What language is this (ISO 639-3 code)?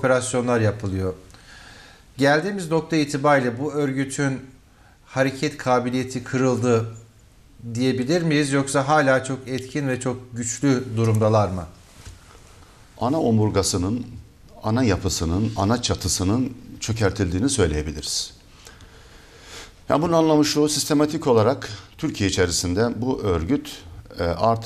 tur